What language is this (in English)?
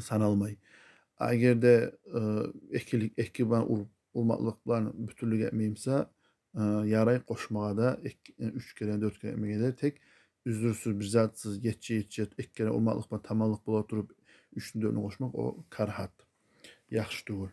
Kumyk